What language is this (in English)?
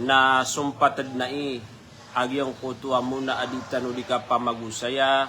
Maranao